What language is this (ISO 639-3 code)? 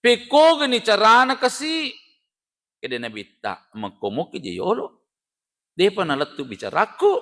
bug